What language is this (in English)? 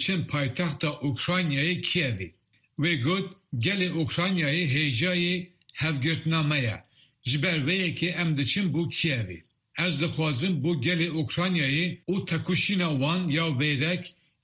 Kurdish